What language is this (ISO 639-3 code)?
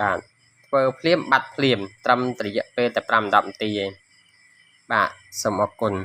khm